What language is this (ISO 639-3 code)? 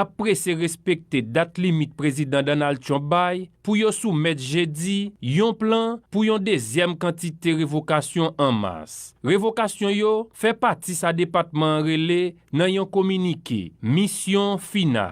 hat